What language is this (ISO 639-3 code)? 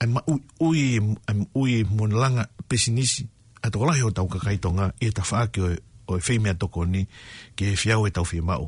ton